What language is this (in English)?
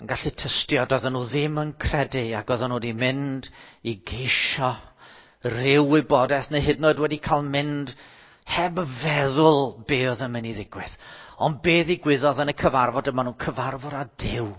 Welsh